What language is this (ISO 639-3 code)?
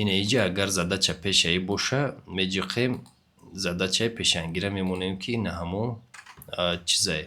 tgk